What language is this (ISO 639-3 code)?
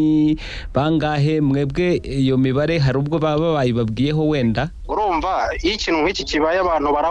kin